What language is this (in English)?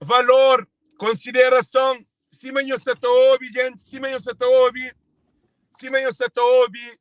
Kabuverdianu